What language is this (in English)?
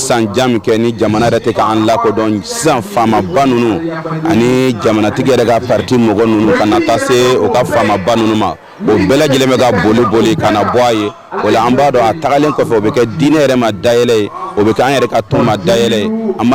Bambara